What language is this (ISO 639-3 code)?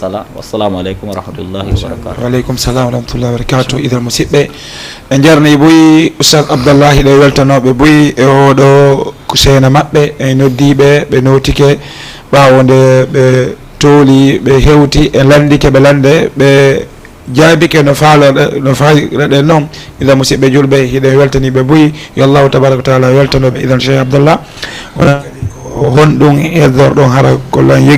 ful